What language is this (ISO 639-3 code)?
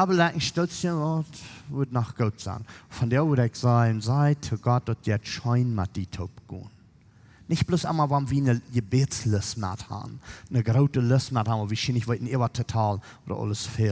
pdt